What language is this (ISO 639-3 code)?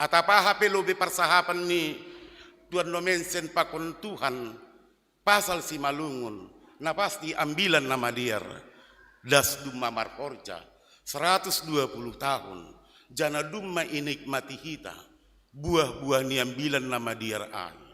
bts